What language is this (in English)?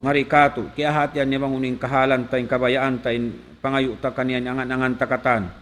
Tausug